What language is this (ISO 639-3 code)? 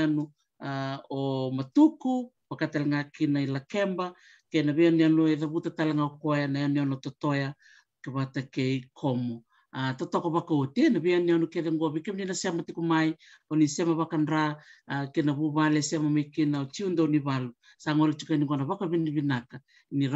fij